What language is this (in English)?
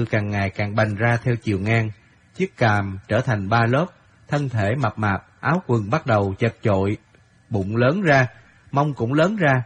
Vietnamese